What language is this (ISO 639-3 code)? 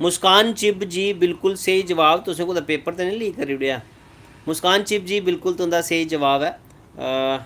doi